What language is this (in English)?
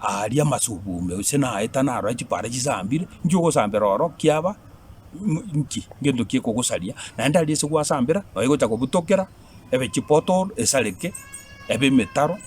Gusii